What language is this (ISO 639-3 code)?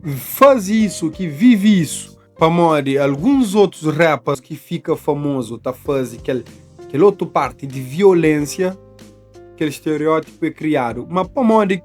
kea